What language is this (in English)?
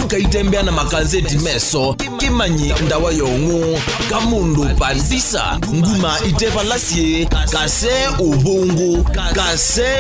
Kamba